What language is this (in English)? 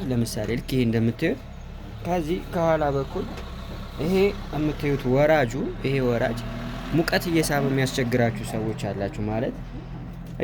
Amharic